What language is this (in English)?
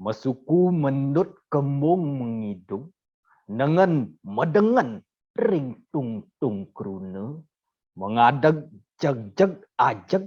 Balinese